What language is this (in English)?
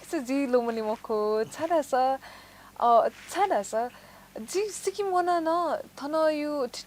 Newari